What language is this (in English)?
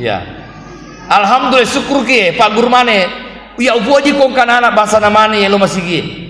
Buginese